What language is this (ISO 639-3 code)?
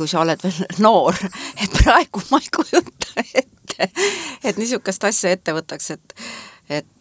est